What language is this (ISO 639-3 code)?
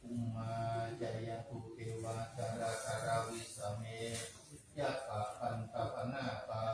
pli